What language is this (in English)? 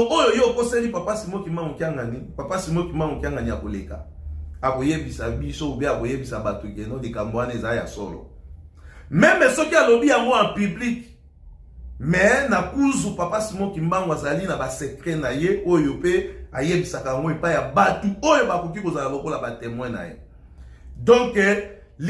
Lingala